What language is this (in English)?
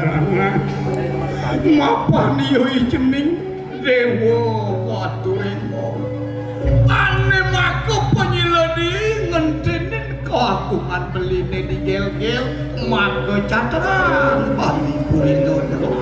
Balinese